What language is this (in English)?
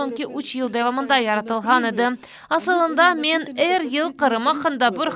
Crimean Tatar